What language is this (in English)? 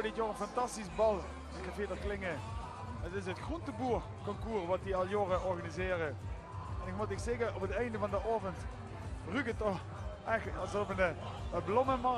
Limburgish